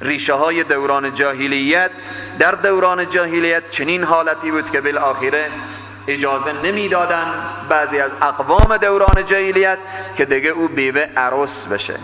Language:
Persian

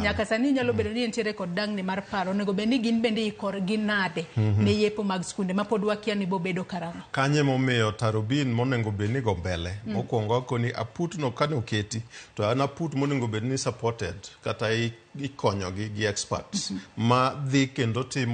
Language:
Luo (Kenya and Tanzania)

